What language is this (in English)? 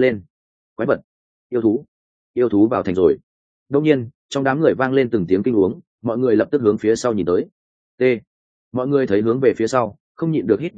Vietnamese